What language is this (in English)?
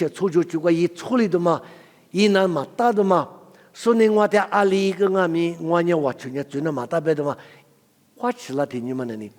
Lisu